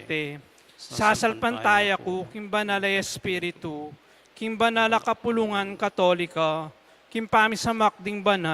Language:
Pampanga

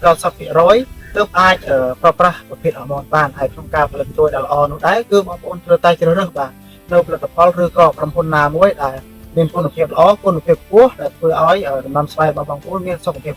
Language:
Khmer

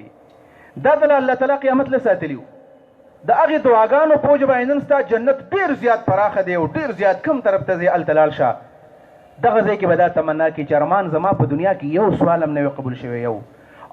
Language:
Pashto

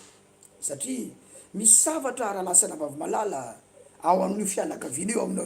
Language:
Malagasy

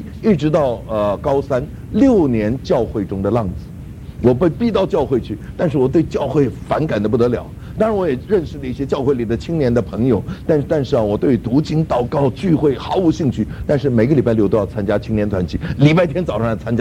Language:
Chinese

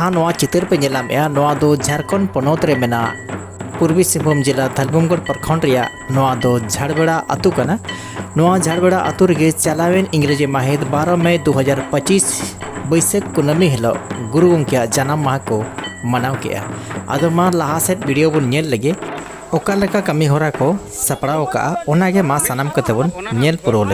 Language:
Santali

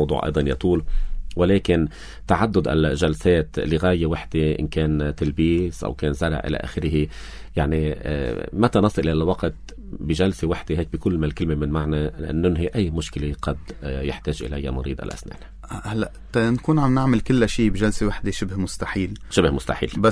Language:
North Levantine Arabic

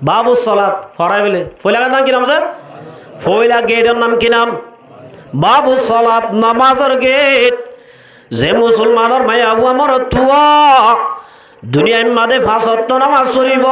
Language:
Rohingya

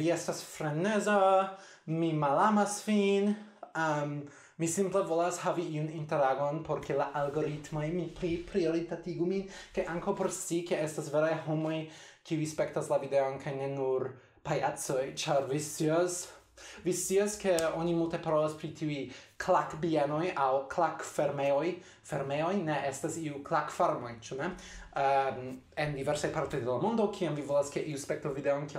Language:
Esperanto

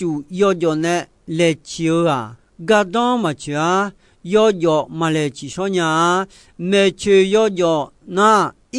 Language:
Akha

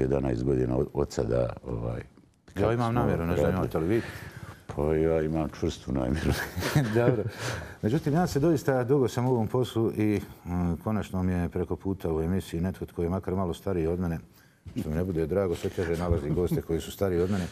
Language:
Bosnian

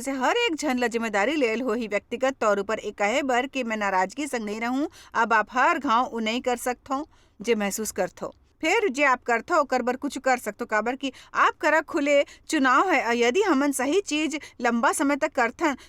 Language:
Chhattisgarhi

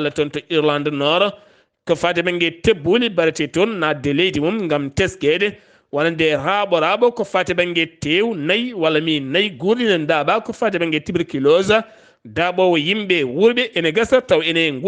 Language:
Fula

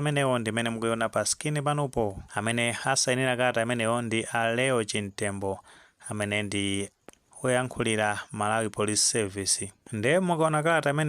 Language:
Nyanja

